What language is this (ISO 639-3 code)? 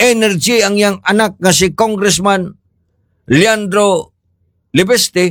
ceb